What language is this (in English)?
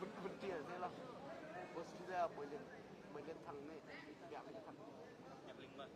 Hakha Chin